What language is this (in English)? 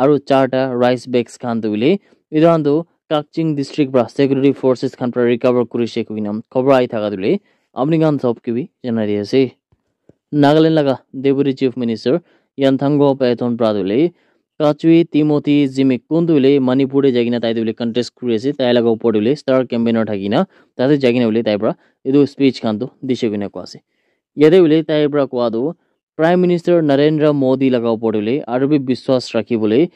Naga Pidgin